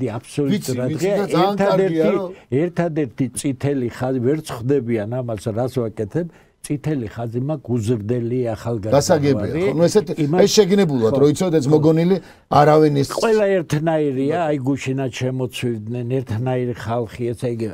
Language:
Georgian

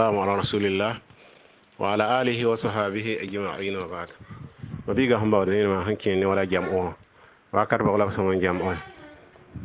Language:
Mossi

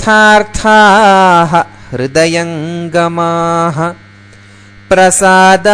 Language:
Sanskrit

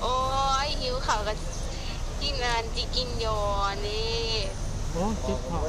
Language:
Northeastern Thai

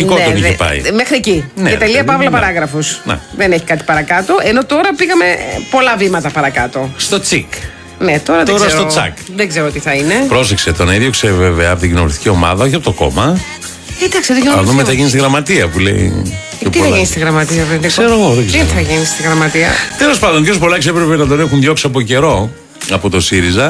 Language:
Greek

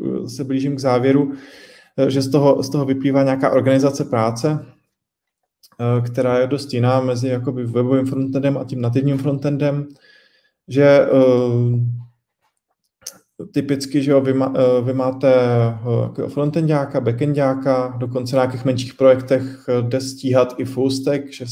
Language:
Czech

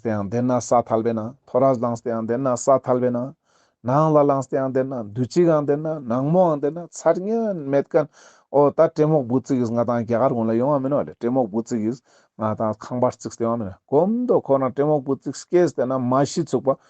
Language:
Ladakhi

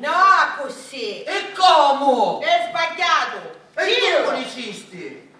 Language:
Sicilian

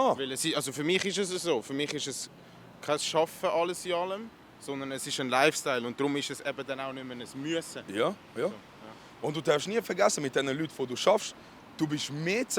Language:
Swiss German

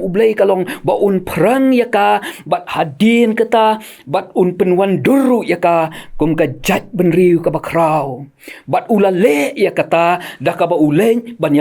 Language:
Khasi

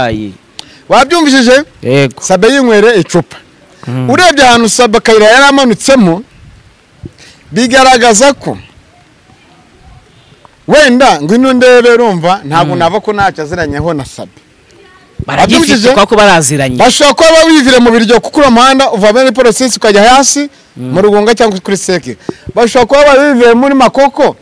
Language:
Kinyarwanda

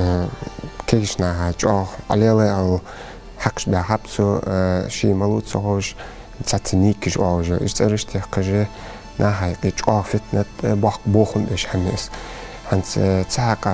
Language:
Ingush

